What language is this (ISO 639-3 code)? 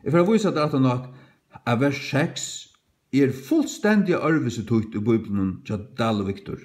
fao